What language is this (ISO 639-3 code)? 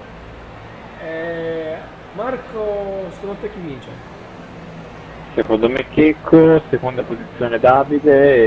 ita